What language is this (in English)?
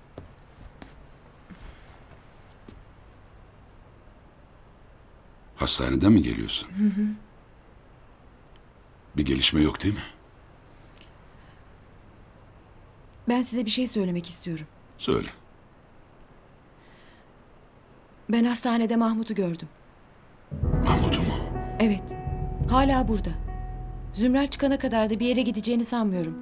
Turkish